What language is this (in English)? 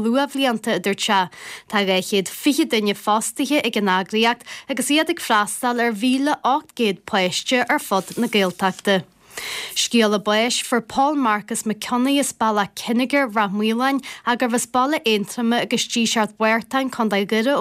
Irish